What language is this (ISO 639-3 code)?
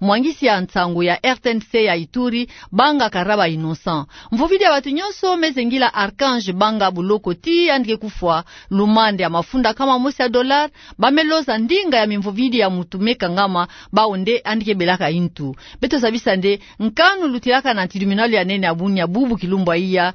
ktu